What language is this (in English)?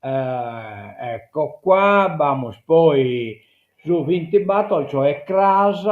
Sardinian